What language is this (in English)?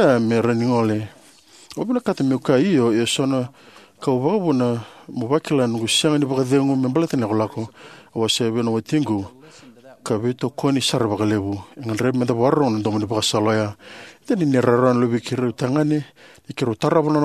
Fijian